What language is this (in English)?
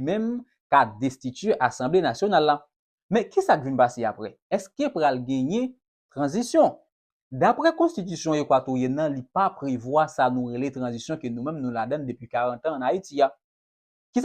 Haitian Creole